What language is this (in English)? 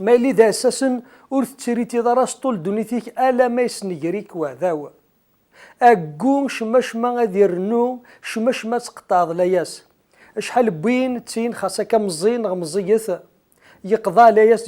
Kabyle